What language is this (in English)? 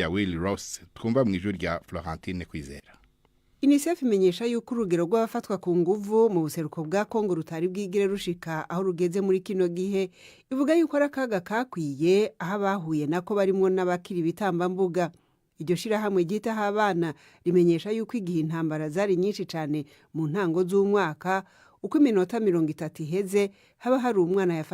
Rundi